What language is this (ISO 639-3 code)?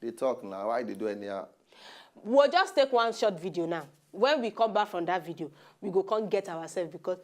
pcm